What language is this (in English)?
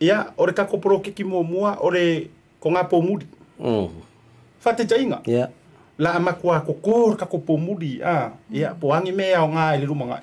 Samoan